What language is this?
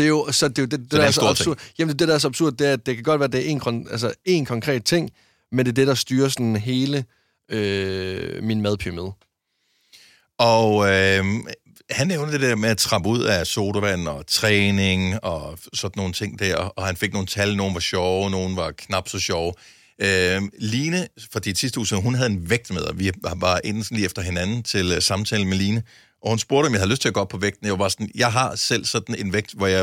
Danish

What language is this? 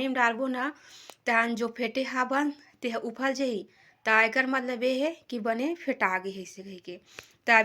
Chhattisgarhi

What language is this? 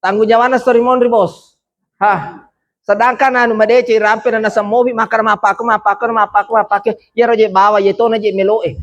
Buginese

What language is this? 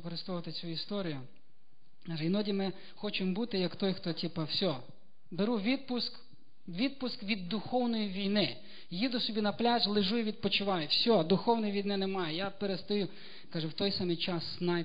Ukrainian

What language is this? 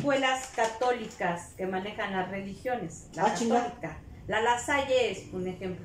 Spanish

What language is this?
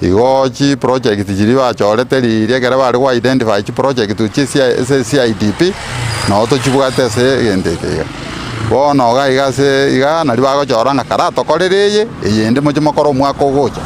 Gusii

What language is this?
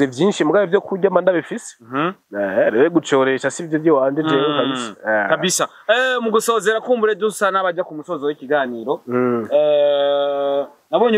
Rundi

